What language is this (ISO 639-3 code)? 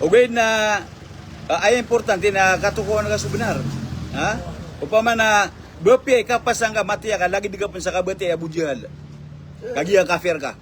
mrw